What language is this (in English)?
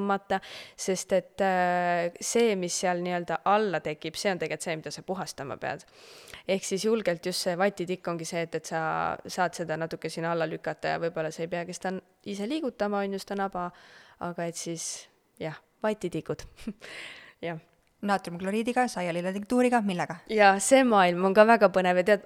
Estonian